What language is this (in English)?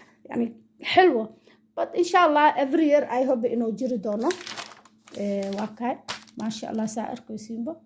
Somali